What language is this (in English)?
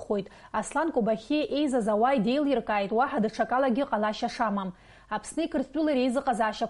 Abkhazian